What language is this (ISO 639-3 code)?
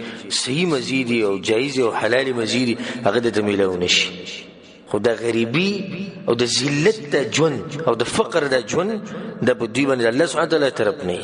pus